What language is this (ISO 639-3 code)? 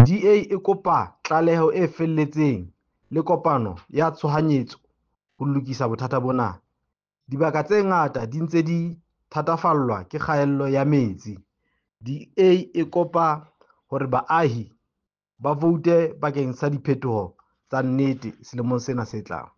sot